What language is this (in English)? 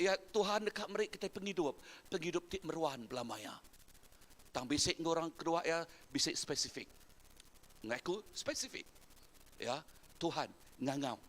Iban